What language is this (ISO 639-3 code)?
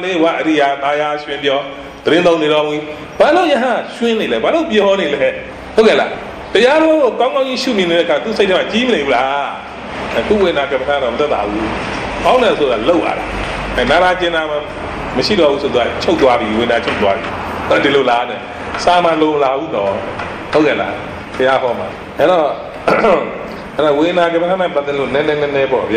mya